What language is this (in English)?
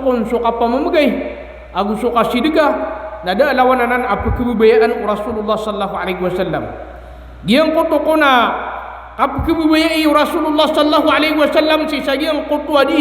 Maranao